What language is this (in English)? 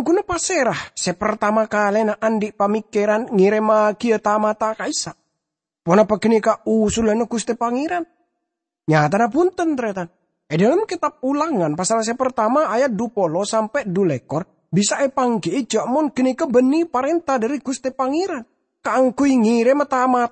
Madurese